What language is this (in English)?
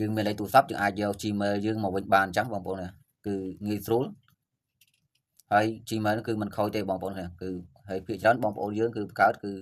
Khmer